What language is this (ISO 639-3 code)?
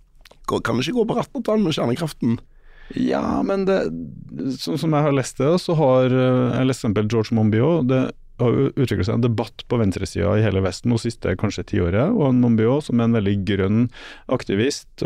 nor